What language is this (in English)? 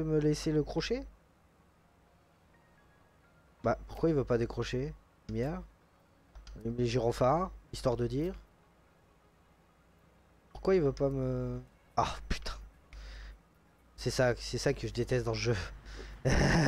French